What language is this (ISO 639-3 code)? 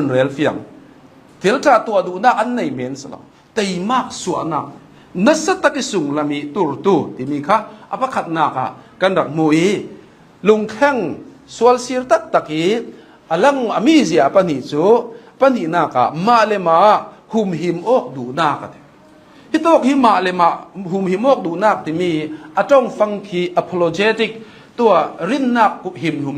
cnh